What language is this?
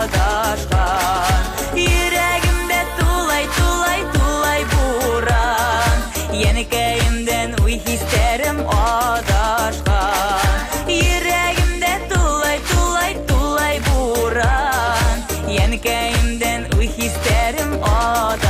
Bashkir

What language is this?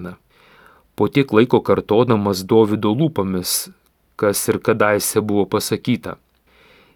Lithuanian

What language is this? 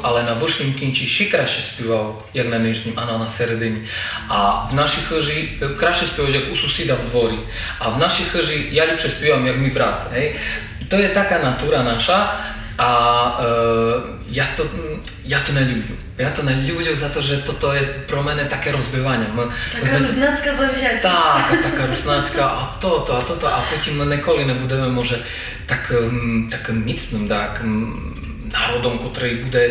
Rusyn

